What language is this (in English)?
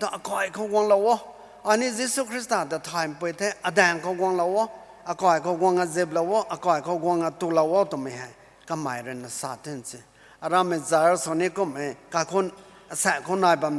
Rongmei Naga